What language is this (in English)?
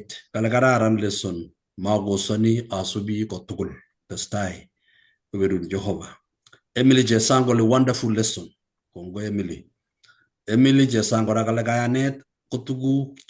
Kalenjin